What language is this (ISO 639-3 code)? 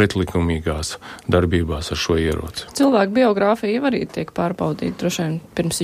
lav